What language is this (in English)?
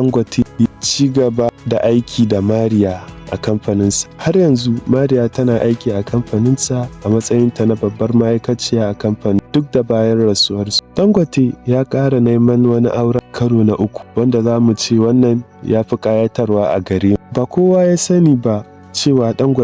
Hausa